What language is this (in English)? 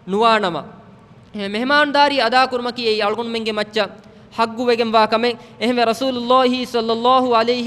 Divehi